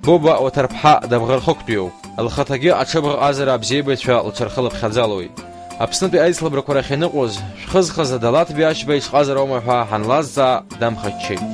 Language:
Abkhazian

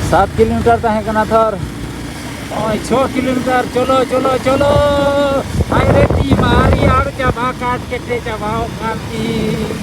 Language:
Santali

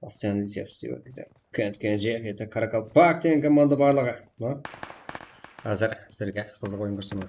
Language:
Kara-Kalpak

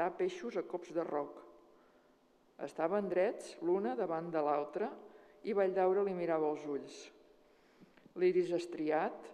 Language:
Catalan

